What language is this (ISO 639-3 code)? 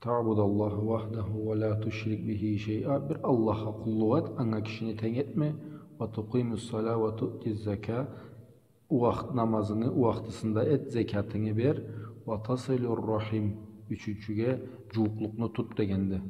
krc